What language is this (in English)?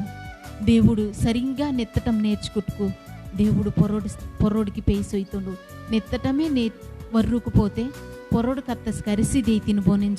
Koya